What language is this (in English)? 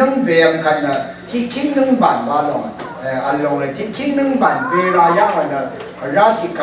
Rawang